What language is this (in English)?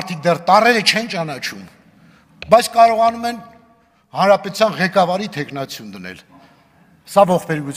Armenian